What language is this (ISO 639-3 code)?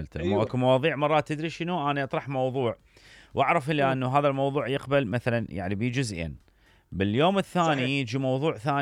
acm